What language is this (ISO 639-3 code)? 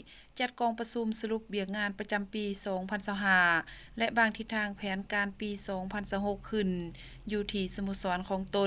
lao